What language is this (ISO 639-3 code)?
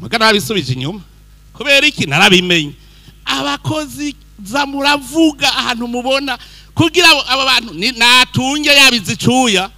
run